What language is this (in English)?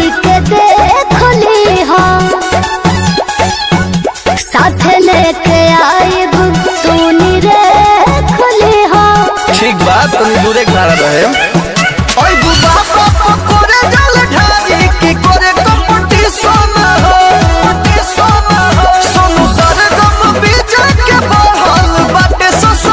Bhojpuri